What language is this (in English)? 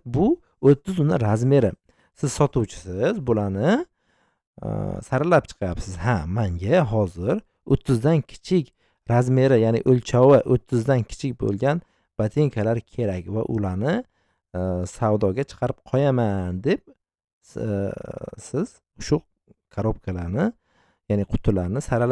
Uzbek